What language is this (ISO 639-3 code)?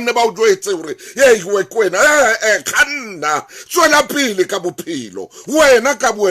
sot